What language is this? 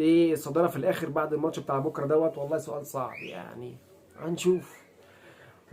Egyptian Arabic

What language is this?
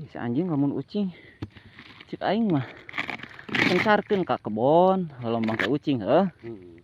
Sundanese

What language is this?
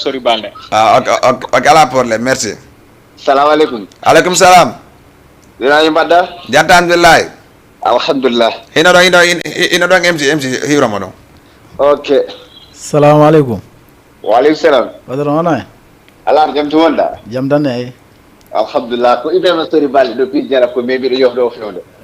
Fula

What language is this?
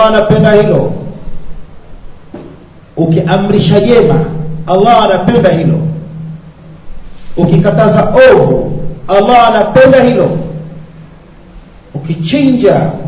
Swahili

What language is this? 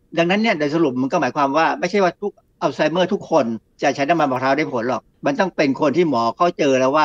Thai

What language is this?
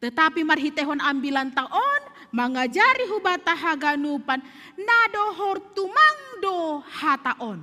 Batak Simalungun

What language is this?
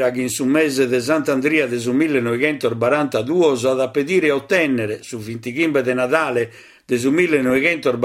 Sardinian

